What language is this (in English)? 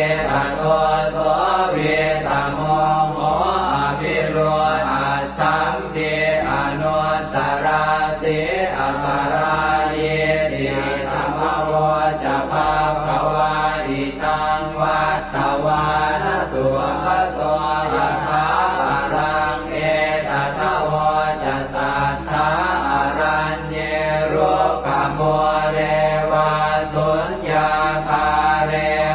Pali